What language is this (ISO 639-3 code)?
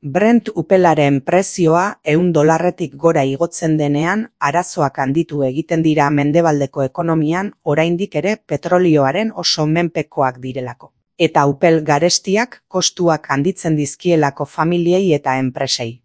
eus